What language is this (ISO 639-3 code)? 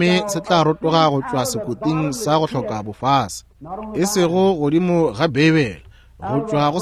nso